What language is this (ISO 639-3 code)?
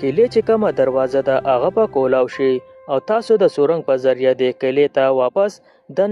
pus